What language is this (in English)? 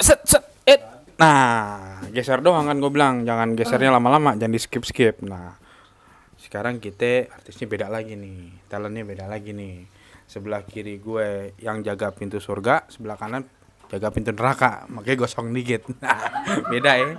Betawi